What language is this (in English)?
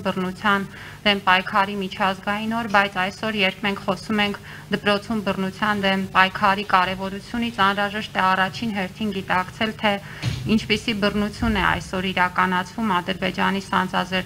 Armenian